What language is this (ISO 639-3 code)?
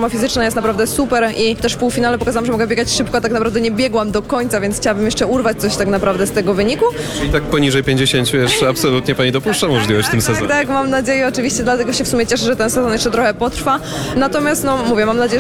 pol